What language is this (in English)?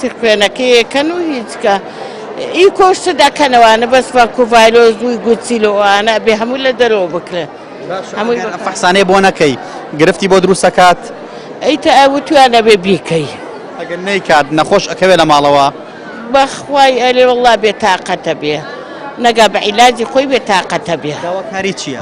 Central Kurdish